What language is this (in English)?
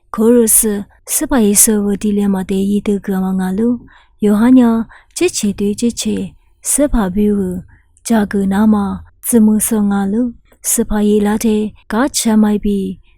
Lisu